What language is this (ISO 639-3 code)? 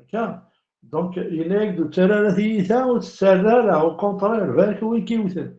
kab